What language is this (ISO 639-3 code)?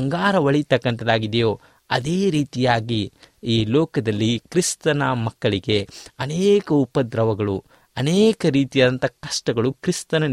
kan